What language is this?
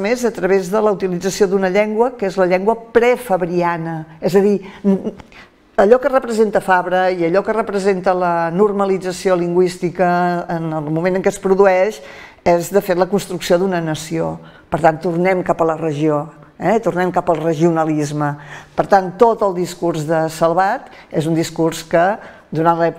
Catalan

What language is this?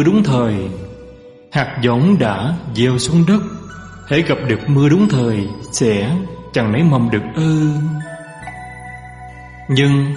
Vietnamese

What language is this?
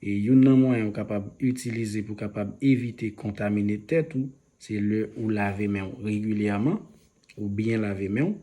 Haitian Creole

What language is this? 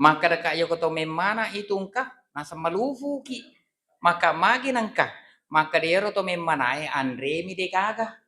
Buginese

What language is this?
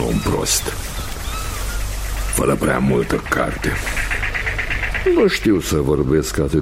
Romanian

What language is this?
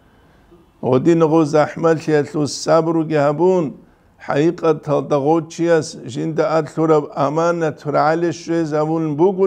Avaric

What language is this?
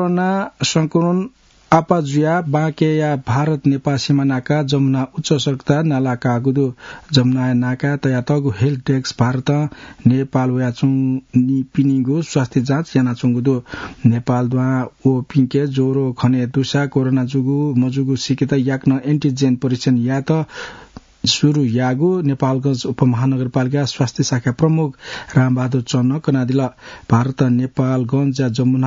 Newari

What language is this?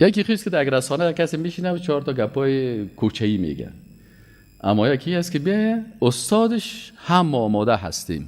Persian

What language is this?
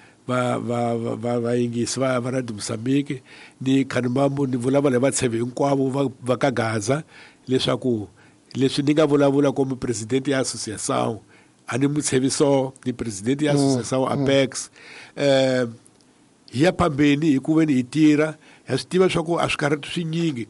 Tsonga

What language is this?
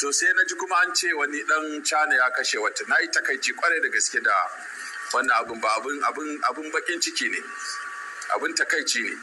Hausa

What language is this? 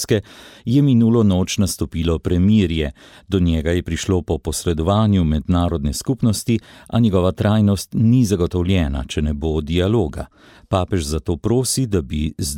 Slovenian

